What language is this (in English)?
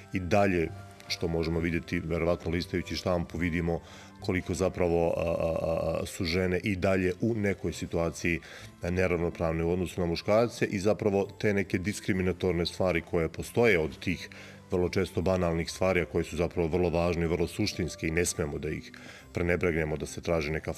Serbian